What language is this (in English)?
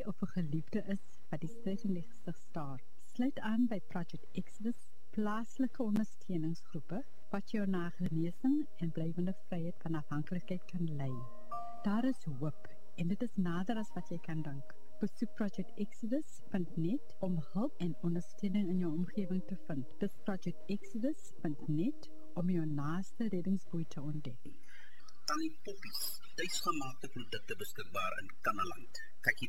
Afrikaans